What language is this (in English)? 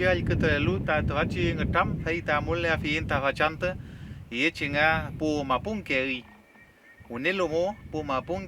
Mapuche